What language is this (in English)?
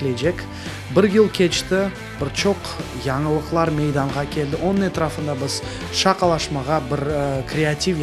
Crimean Tatar